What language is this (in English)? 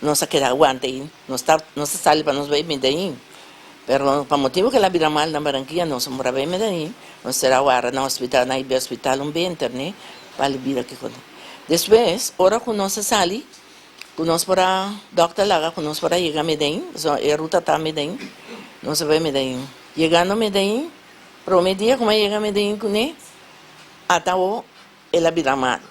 Papiamento